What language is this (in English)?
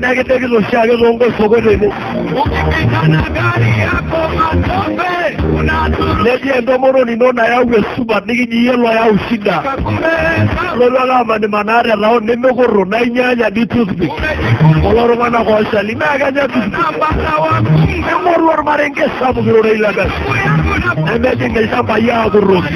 Masai